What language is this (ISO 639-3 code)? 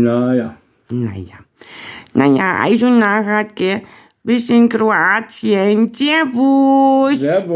bar